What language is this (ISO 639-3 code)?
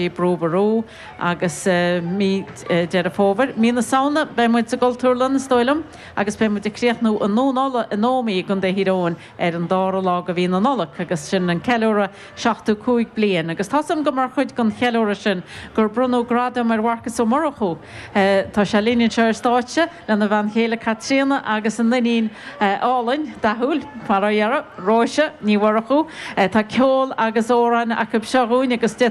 gle